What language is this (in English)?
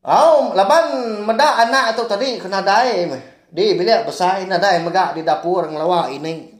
Iban